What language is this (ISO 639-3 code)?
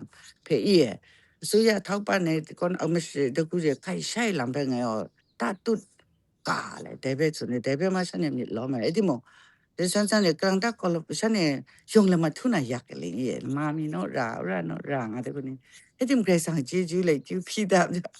kac